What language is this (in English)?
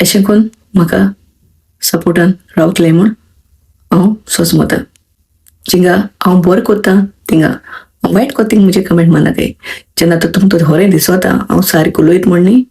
Konkani